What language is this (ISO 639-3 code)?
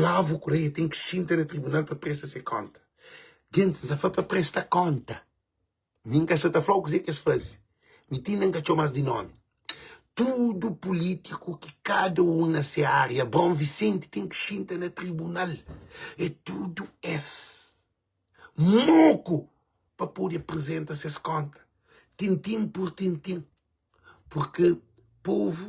kea